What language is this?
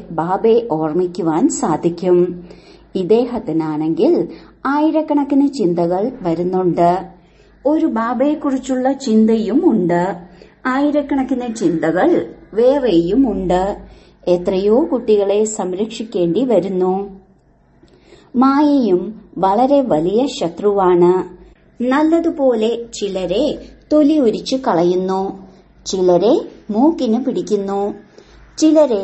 Malayalam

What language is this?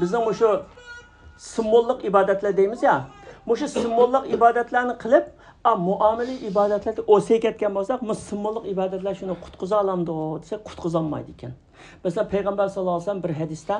Uyghur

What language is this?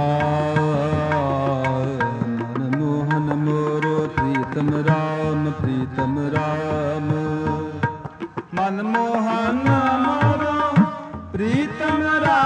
Punjabi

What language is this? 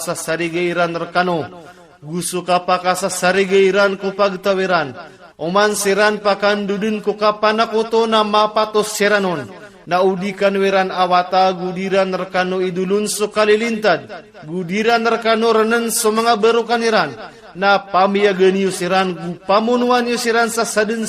Maranao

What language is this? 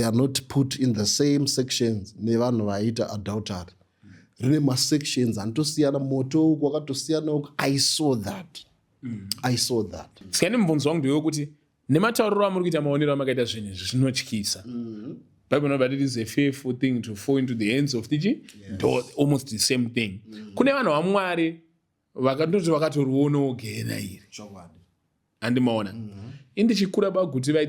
Shona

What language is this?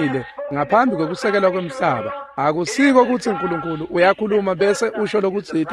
Swati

